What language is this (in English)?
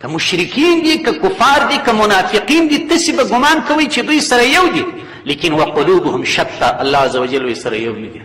Pashto